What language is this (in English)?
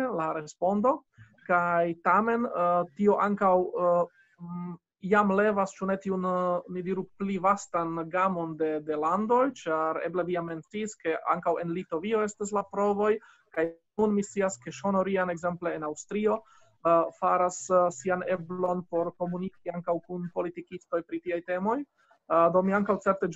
Esperanto